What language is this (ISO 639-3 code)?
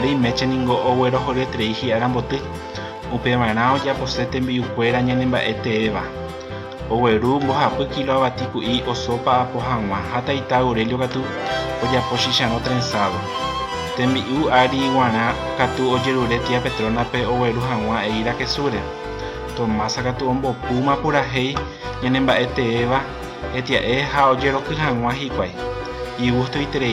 grn